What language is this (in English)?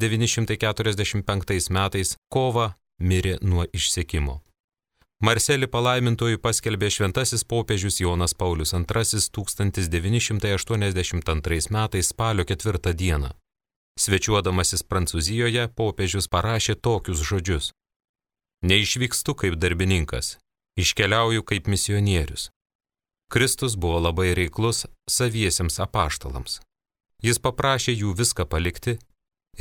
Lithuanian